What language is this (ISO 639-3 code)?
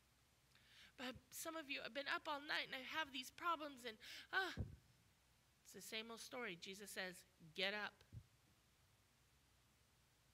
eng